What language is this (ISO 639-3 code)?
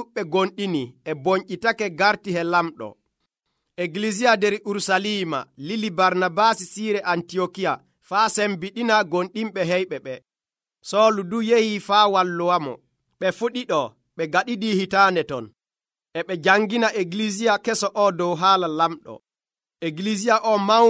fuv